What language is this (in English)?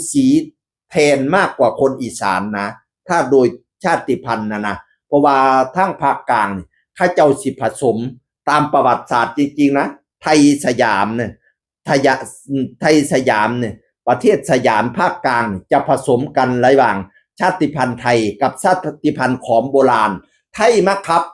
Northeastern Thai